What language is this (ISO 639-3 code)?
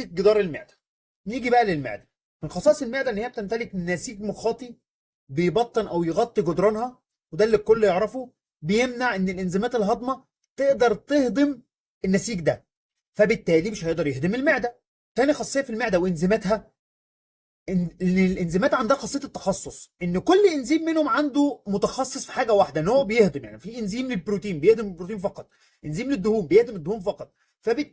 arz